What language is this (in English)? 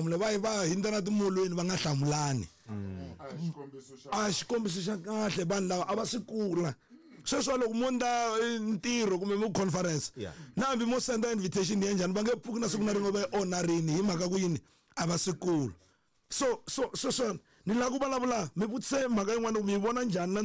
Tsonga